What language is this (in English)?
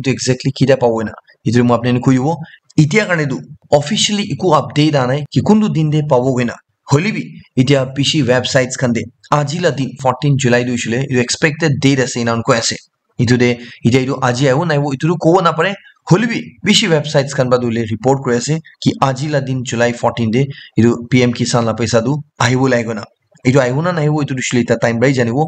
Naga Pidgin